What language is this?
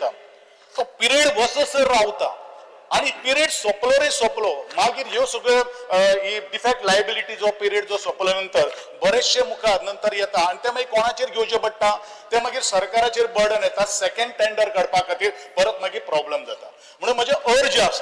Konkani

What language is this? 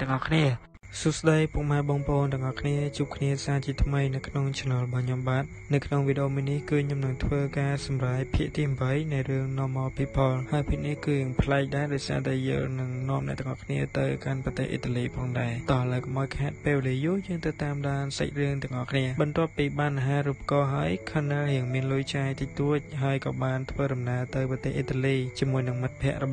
Khmer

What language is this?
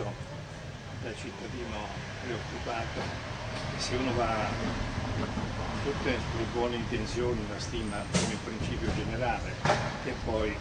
Italian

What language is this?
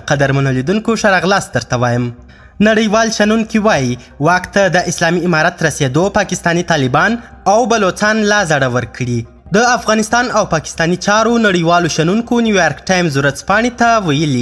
Pashto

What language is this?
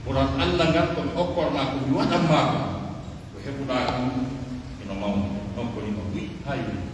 Pular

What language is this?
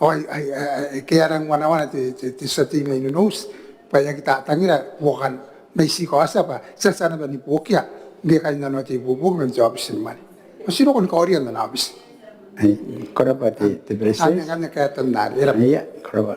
Gilbertese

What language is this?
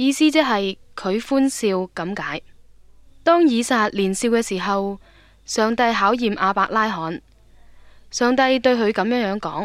Cantonese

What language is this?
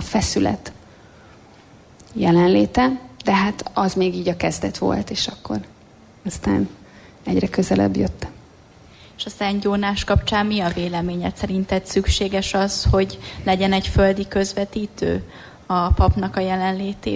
Hungarian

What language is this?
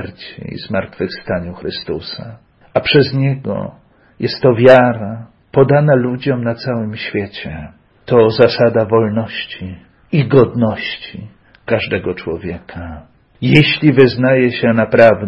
Polish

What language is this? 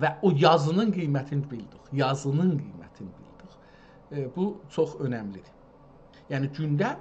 South Azerbaijani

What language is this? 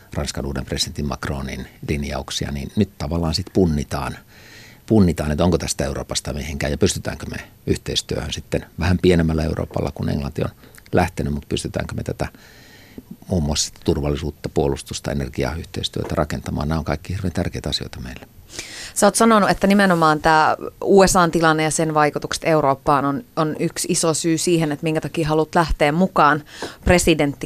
Finnish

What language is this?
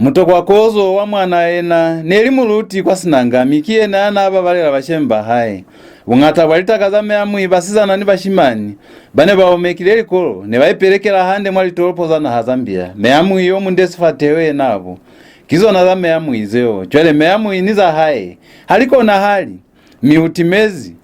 Lozi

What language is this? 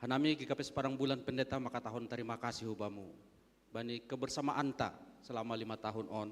Batak Simalungun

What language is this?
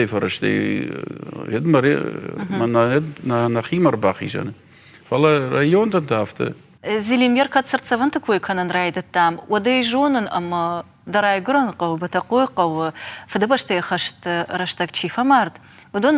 Ossetic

